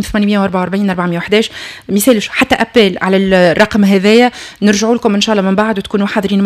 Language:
Tunisian Arabic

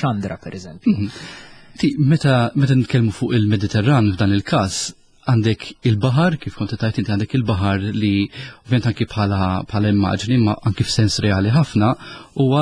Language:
Maltese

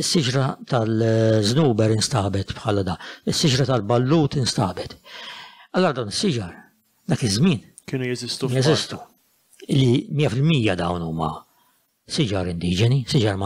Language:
Maltese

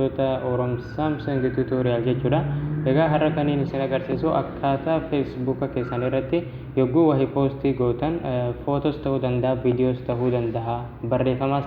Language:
Oromo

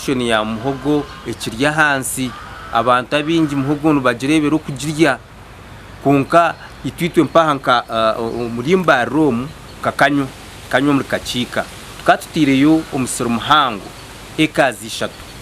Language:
Nyankole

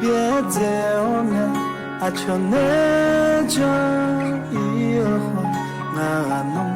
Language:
Akha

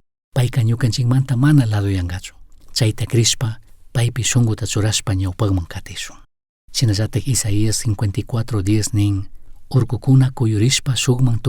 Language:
Chimborazo Highland Quichua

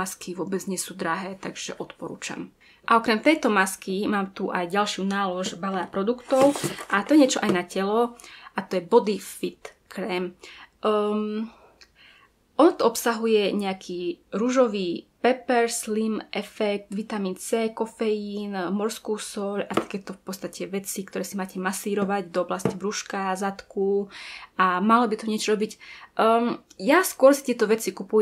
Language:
Slovak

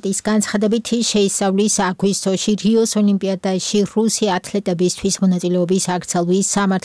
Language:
Georgian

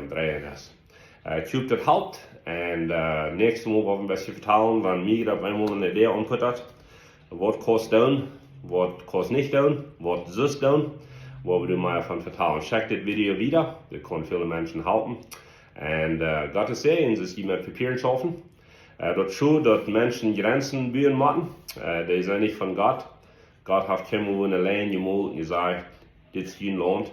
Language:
Plautdietsch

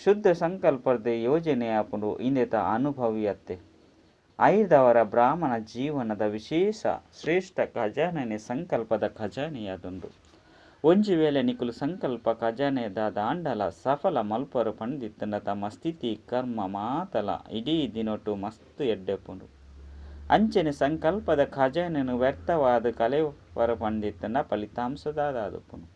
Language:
Tulu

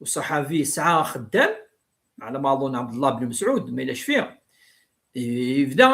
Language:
Kabyle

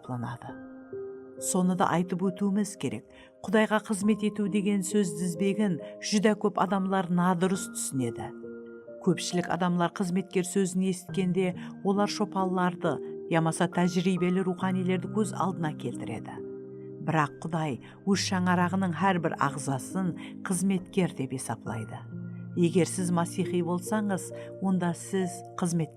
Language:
Kara-Kalpak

